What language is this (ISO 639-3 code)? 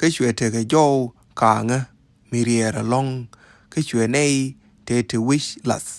nus